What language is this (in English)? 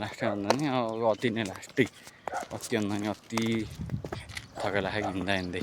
Nepali